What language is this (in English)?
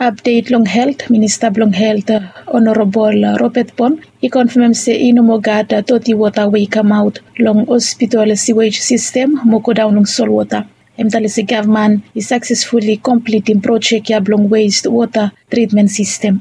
Bislama